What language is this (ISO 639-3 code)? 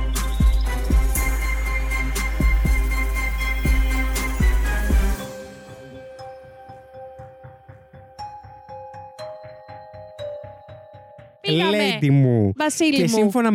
ell